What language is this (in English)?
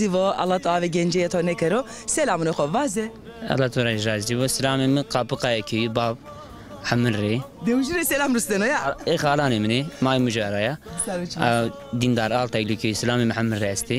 Zaza